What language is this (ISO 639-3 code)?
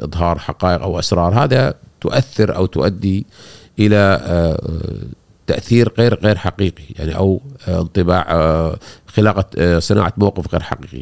afb